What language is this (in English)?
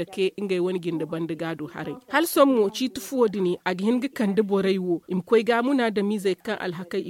Zarma